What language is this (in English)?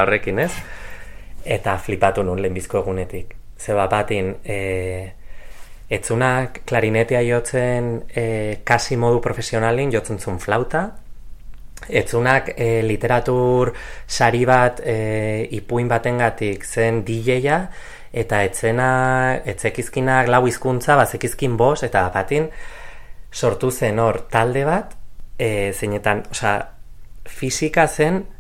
Basque